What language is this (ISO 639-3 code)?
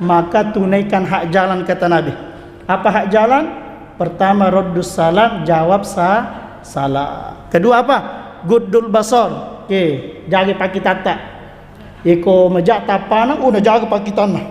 bug